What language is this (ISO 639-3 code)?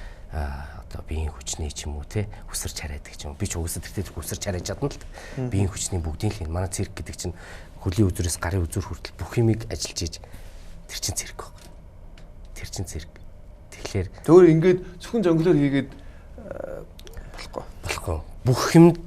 mon